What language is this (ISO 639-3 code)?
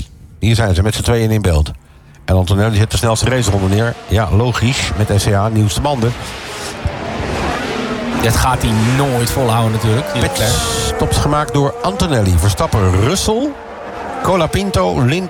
nld